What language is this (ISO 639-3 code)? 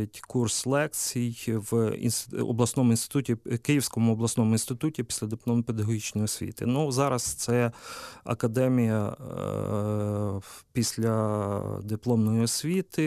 ukr